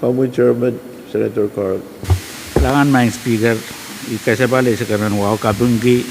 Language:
Pohnpeian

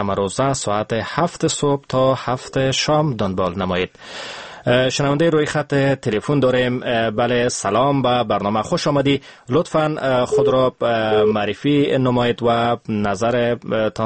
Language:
Persian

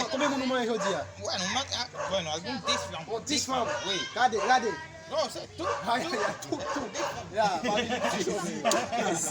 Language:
Haitian Creole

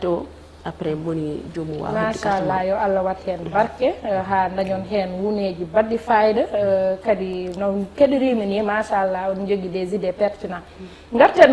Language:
Fula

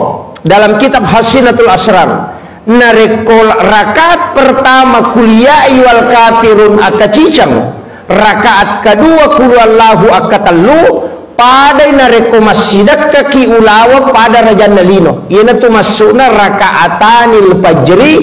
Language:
Buginese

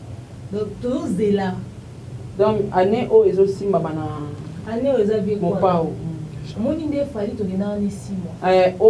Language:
Lingala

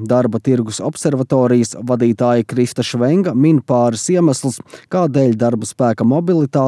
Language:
Latvian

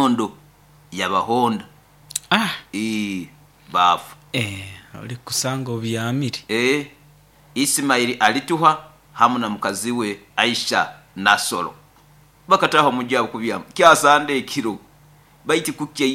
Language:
Nyoro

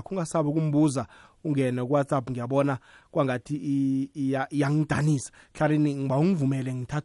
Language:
South Ndebele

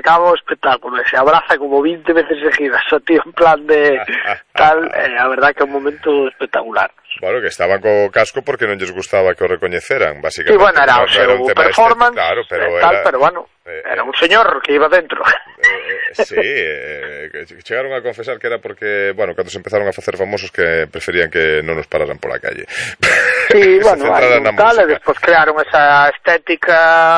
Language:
Galician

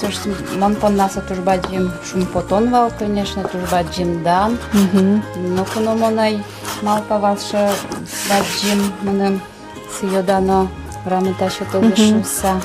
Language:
Udmurt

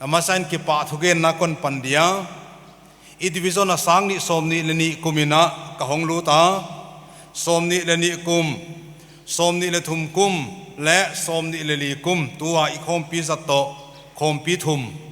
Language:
Paite Chin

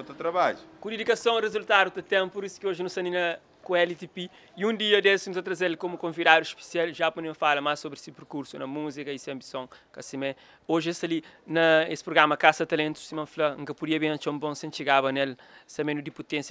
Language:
Kabuverdianu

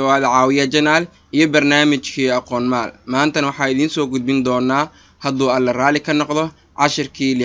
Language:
Somali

